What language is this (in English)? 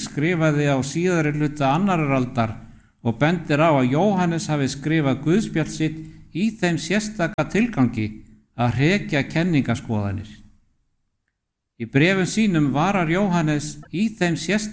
Icelandic